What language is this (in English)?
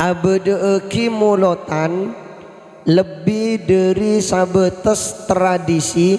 Madurese